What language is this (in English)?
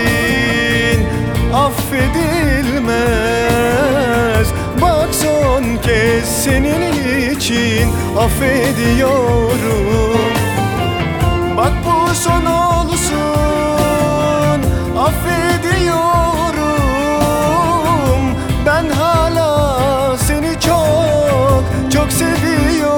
Turkish